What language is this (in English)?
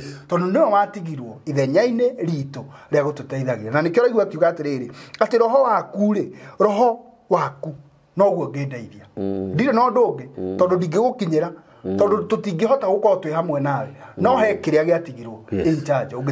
Kikuyu